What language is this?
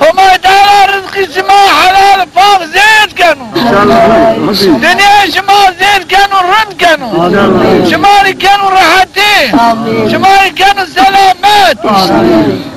Zaza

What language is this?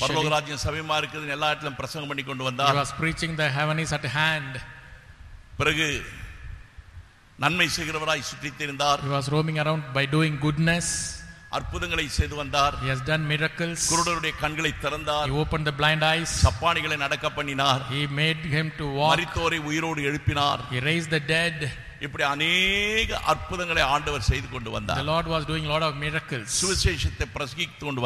Tamil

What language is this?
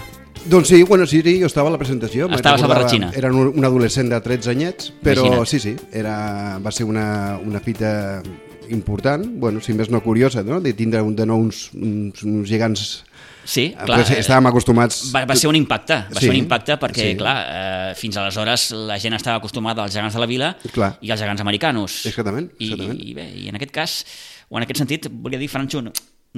Catalan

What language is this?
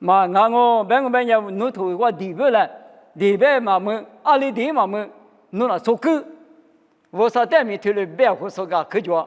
Lisu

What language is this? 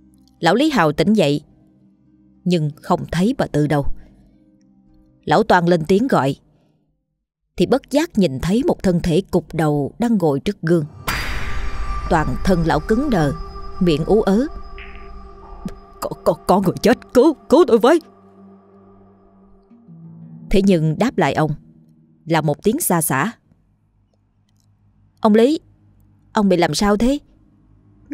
Vietnamese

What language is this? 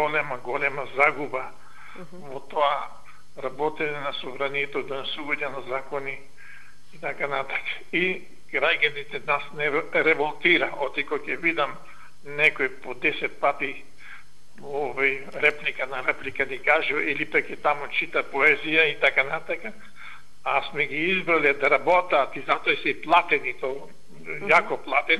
Macedonian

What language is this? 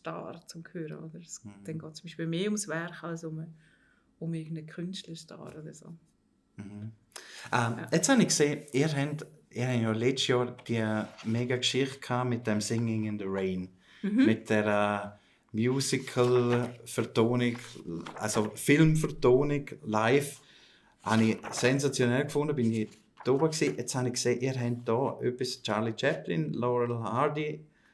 Swiss German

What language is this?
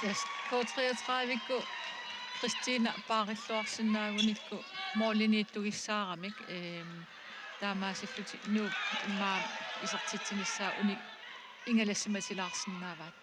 Kalaallisut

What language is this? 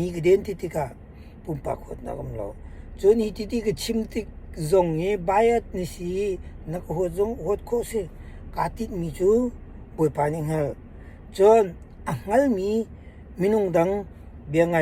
Hakha Chin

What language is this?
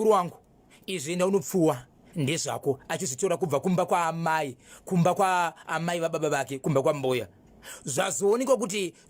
Shona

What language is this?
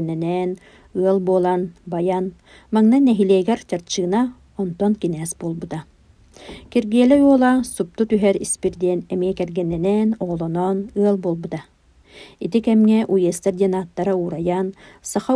Yakut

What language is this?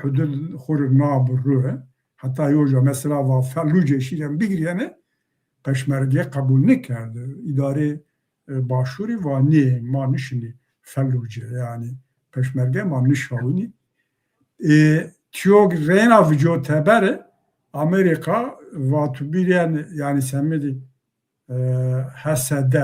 Zaza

